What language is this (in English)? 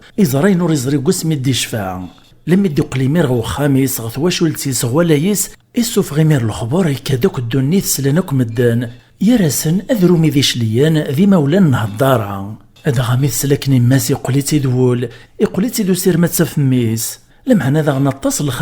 Kabyle